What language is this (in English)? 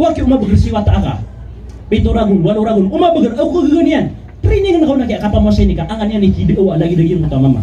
Maranao